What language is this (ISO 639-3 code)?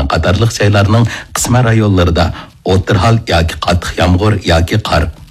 uig